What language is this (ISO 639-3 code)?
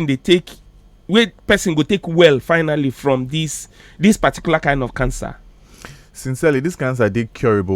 pcm